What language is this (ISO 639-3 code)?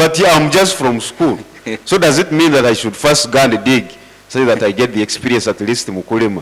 nyo